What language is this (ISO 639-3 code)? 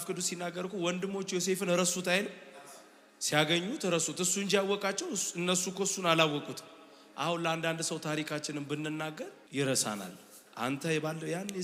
amh